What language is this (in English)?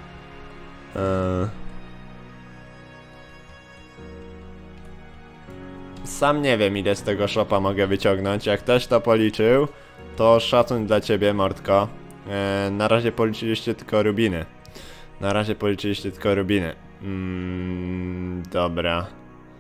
Polish